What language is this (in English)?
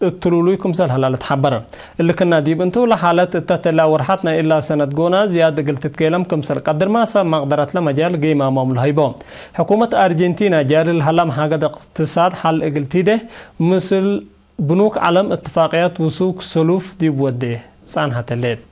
Tigre